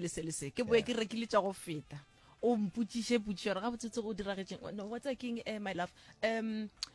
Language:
Northern Sotho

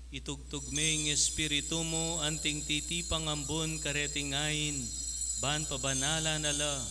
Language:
Pampanga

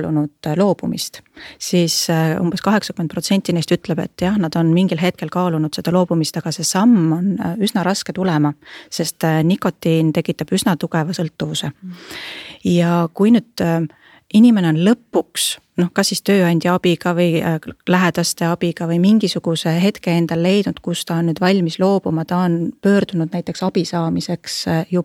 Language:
Estonian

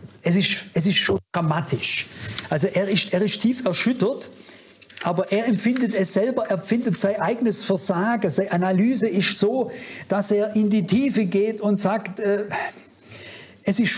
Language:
German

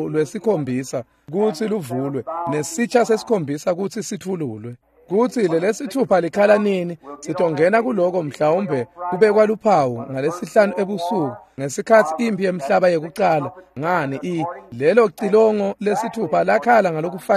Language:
Swati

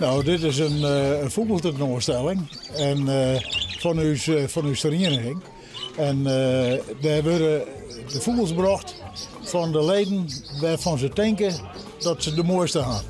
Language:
Western Frisian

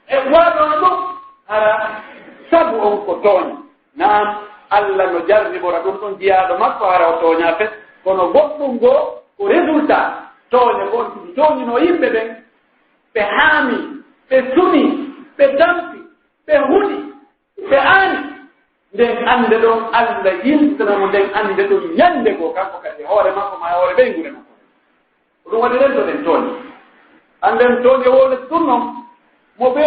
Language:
Pular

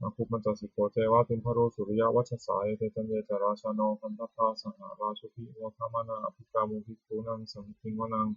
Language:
Pali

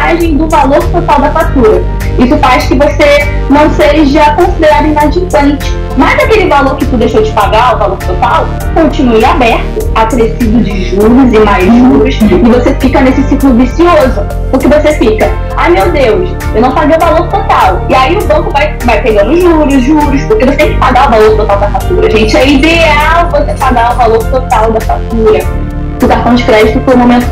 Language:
Portuguese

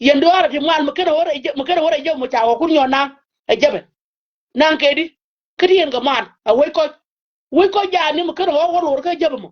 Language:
Nuer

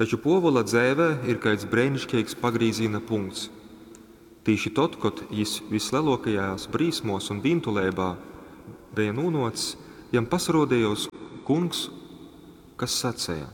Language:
Latgalian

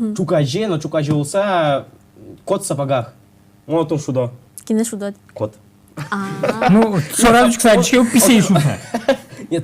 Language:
Udmurt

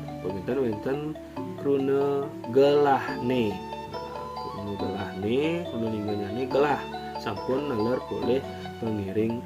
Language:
Balinese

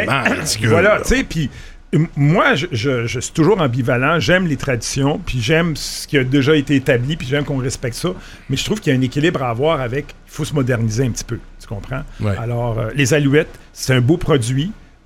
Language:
French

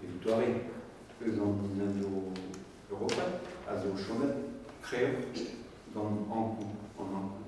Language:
Breton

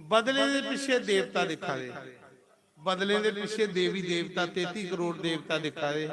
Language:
Dogri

